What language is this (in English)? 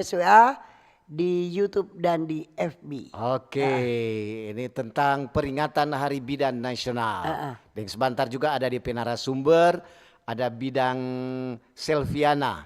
Manado Malay